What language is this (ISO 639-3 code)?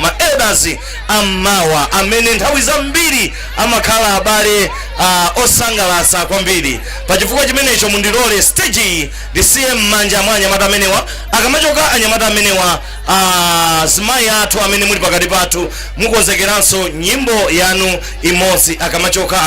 nya